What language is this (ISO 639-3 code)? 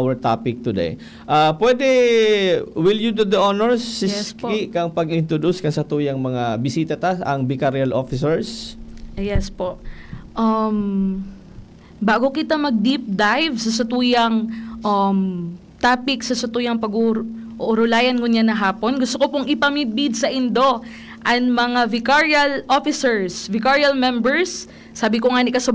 bik